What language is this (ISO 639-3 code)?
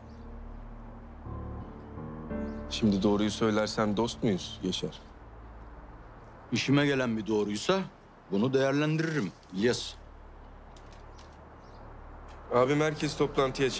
tur